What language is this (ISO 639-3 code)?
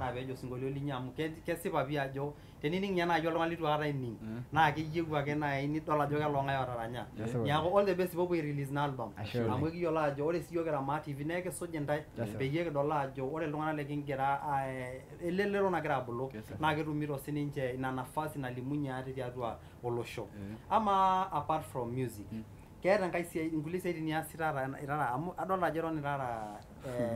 mas